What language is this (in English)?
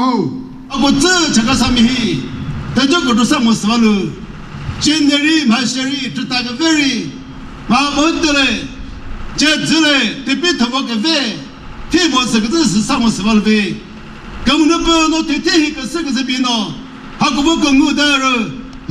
Chokri Naga